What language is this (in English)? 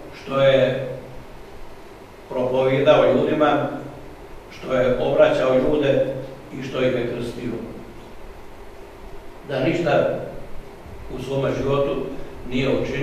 Croatian